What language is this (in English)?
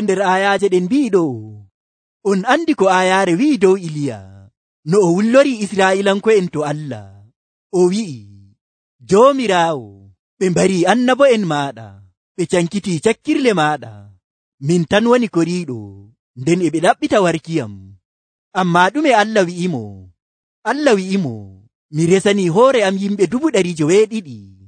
Nigerian Fulfulde